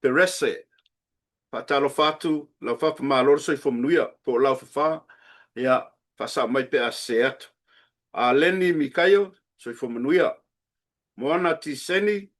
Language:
Samoan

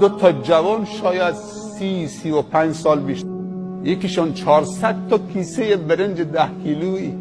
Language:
Persian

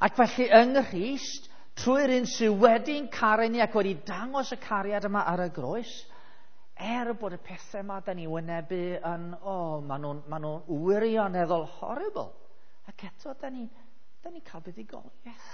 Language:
Welsh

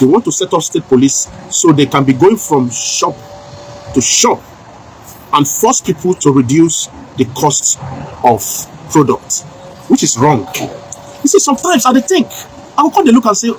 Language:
Nigerian Pidgin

